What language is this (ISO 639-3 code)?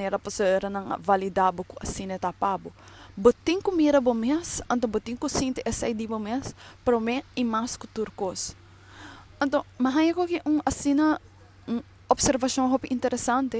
pap